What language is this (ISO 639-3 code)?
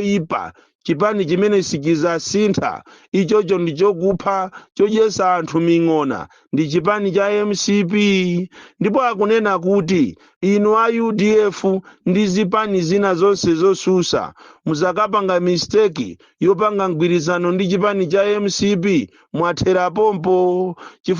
nya